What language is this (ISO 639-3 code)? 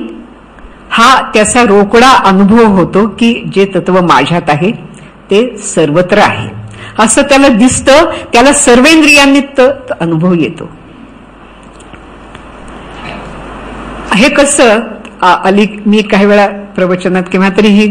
mar